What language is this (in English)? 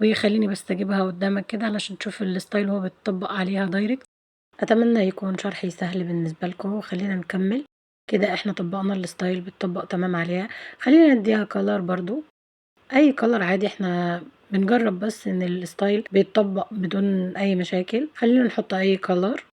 Egyptian Arabic